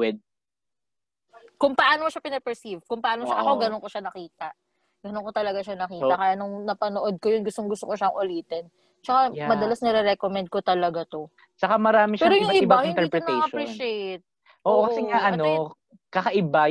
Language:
Filipino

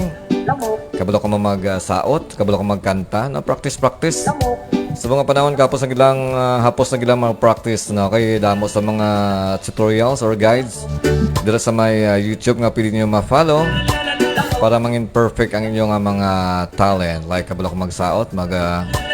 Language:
Hiligaynon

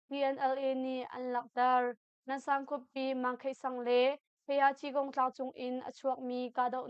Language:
Hakha Chin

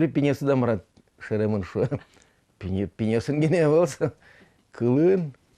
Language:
Udmurt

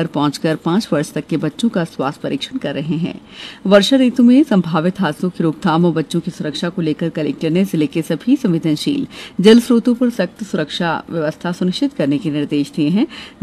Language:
Hindi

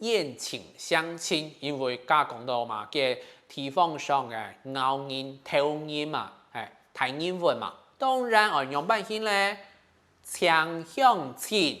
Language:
Hakka Chinese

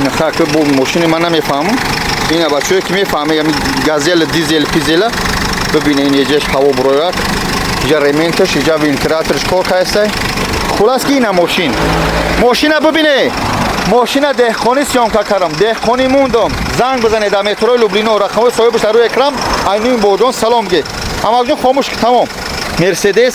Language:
Tajik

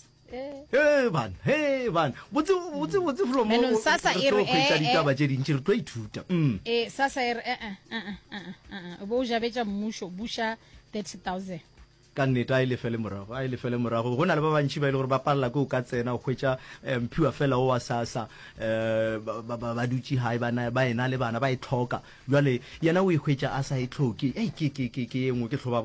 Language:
Northern Sotho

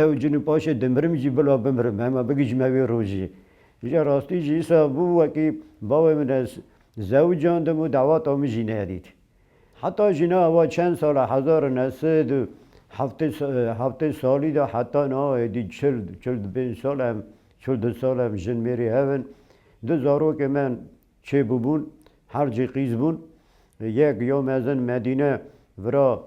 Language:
Kurdish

